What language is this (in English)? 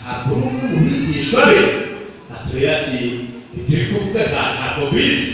Kinyarwanda